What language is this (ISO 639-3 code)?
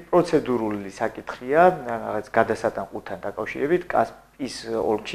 kat